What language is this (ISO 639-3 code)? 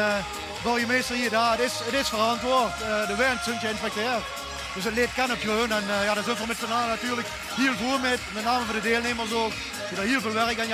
lim